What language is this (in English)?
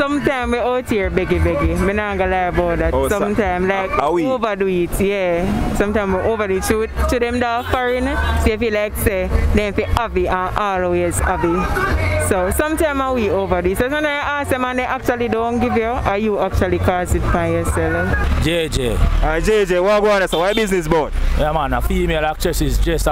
Jamaican Creole English